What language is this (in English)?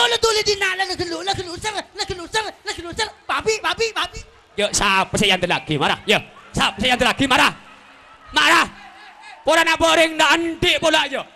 Indonesian